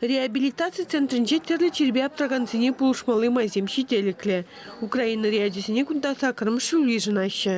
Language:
Chuvash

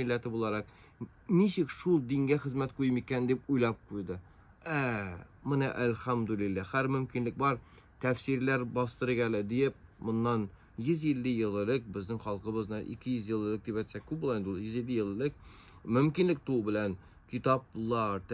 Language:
Tatar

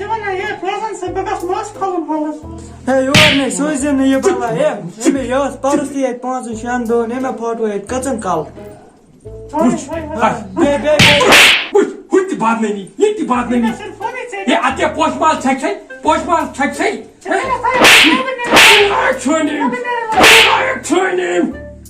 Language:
Kashmiri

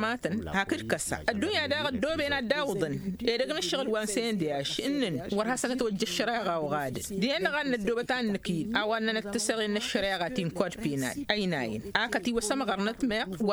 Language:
Tamasheq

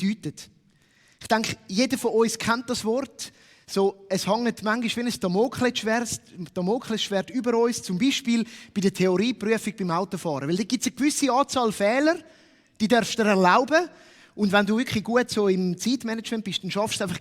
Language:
Swiss German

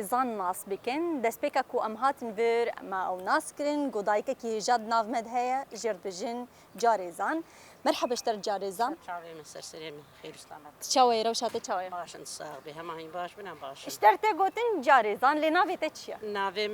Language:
Kurdish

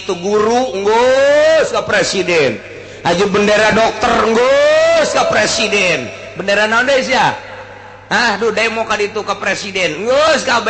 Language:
Sundanese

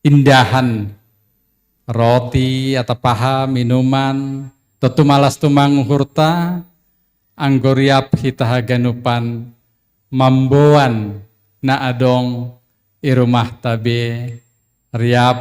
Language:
Batak Simalungun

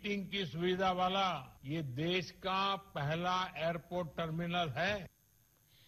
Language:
Hindi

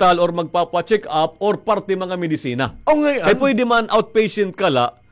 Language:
Waray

